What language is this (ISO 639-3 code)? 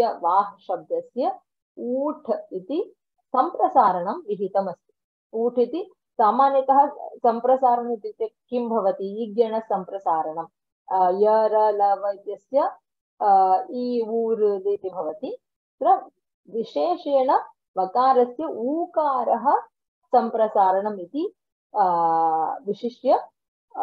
san